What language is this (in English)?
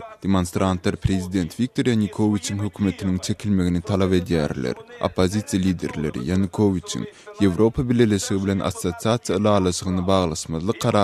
Turkmen